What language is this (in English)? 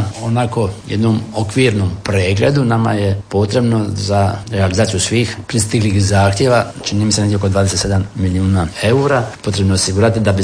Croatian